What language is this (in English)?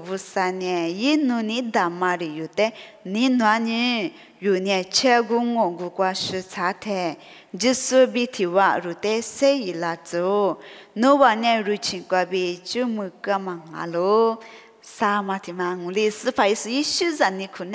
Lisu